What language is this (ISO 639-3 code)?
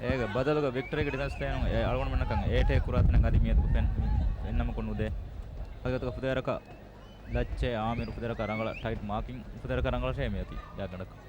div